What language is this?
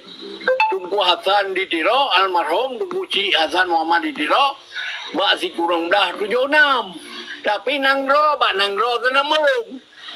Achinese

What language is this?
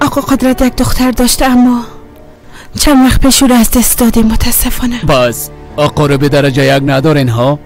Persian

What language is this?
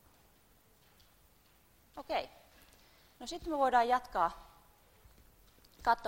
Finnish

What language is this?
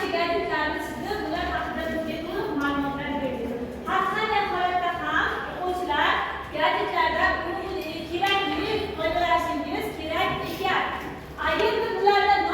Uzbek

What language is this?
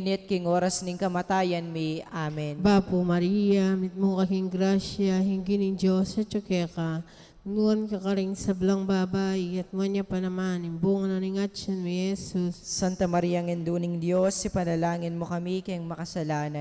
Pampanga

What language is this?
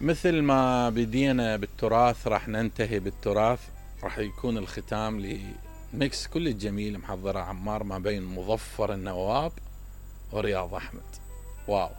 Mesopotamian Arabic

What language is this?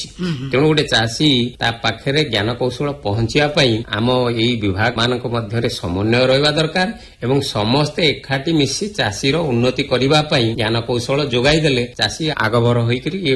Odia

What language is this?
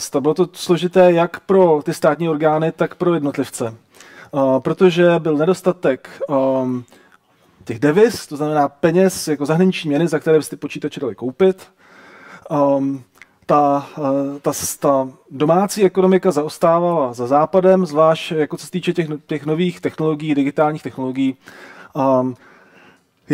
Czech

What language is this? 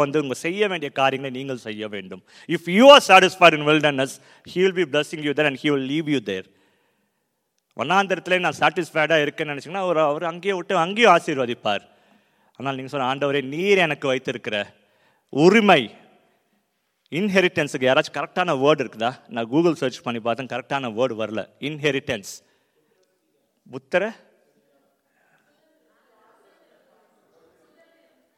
Tamil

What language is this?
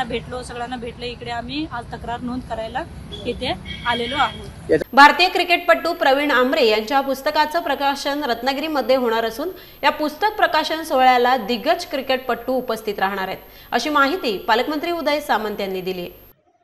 Marathi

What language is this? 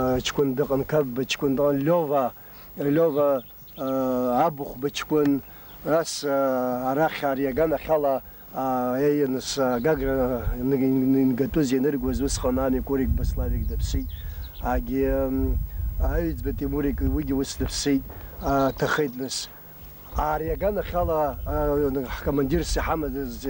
Abkhazian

